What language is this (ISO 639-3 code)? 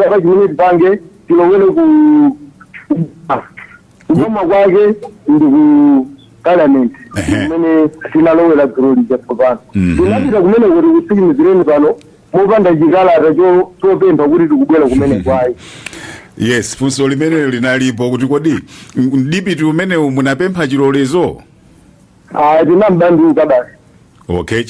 nya